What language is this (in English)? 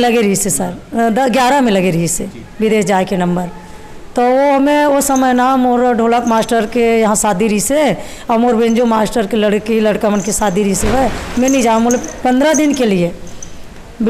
Chhattisgarhi